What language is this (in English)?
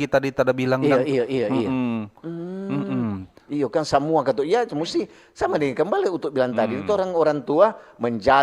Manado Malay